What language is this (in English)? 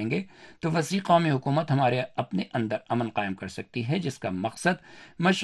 Urdu